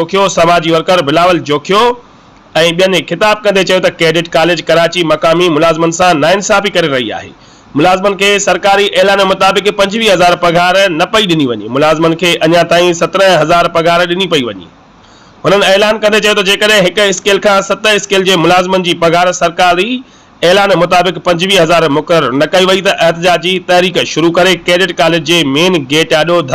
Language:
Sindhi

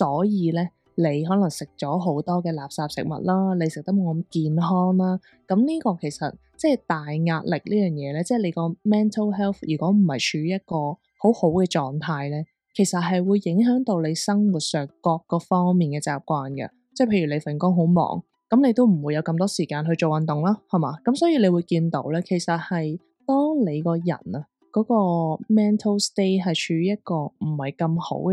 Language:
Cantonese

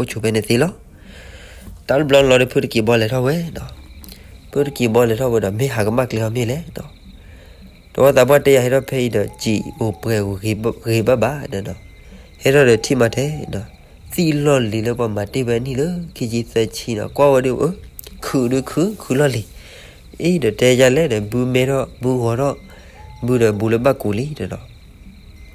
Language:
S'gaw Karen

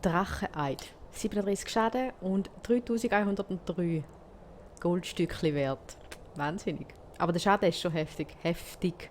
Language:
Swiss German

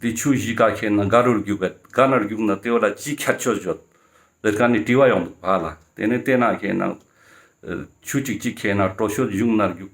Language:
Ladakhi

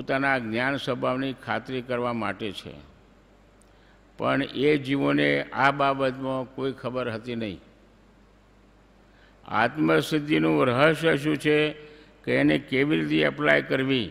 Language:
Gujarati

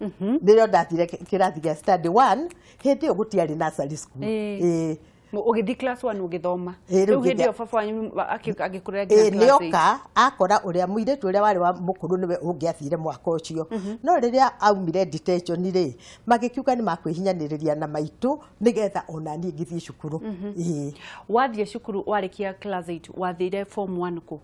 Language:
Kikuyu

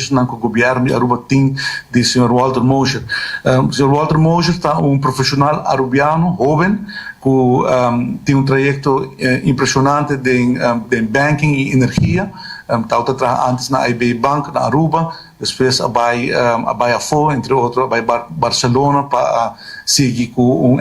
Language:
Papiamento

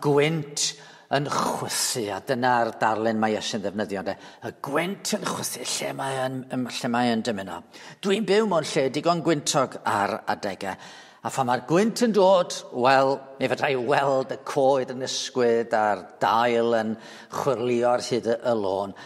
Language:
Welsh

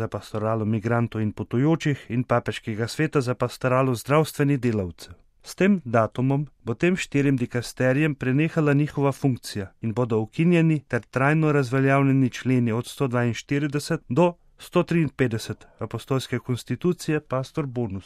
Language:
Slovenian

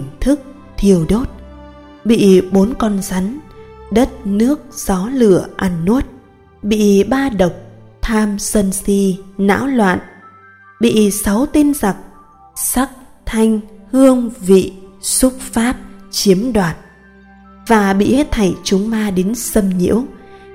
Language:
Vietnamese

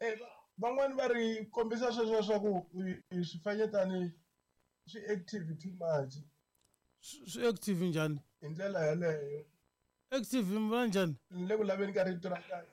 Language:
Tsonga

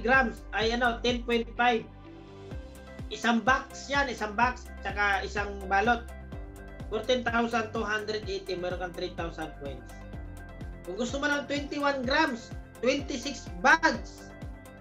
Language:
Filipino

